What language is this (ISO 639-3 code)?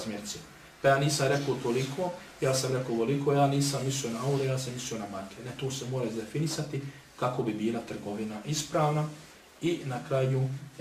bos